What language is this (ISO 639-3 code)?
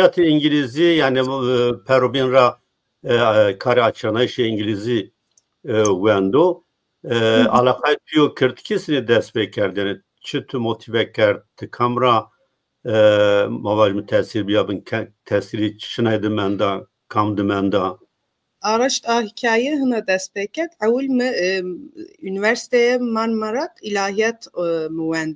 zza